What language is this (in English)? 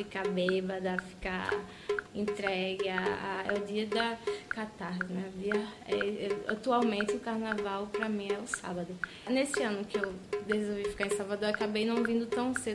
Portuguese